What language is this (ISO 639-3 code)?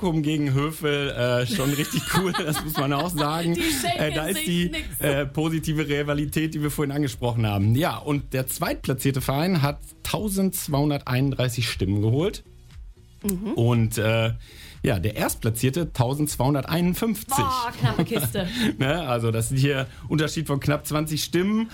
deu